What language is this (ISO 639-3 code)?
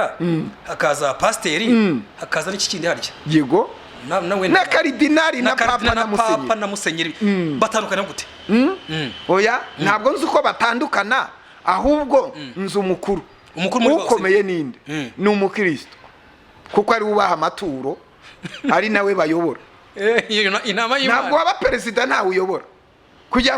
kin